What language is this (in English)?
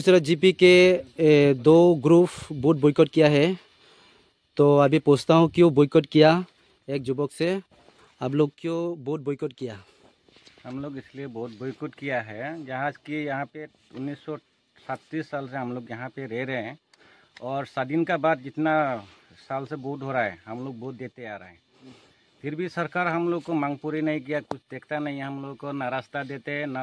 Riang (India)